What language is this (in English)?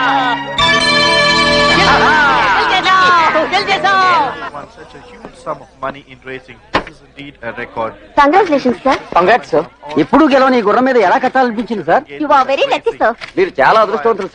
Telugu